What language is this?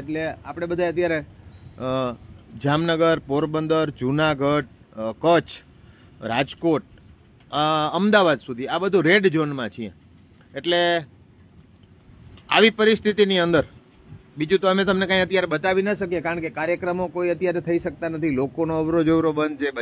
Gujarati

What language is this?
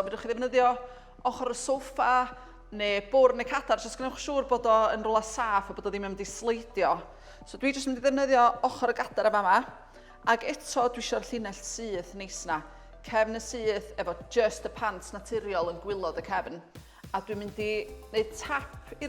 Welsh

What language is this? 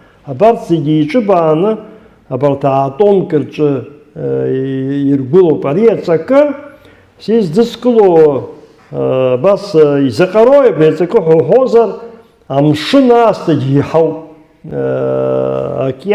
Abkhazian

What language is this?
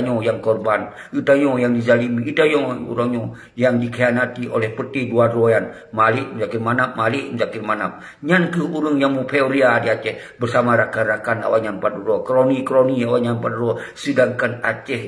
Achinese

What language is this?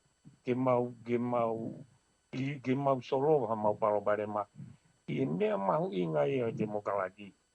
Tongan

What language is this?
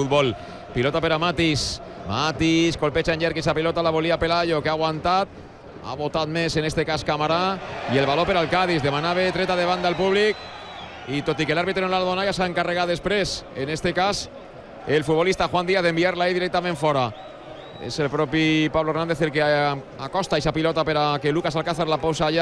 Catalan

